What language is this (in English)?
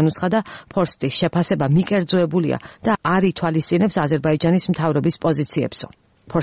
Georgian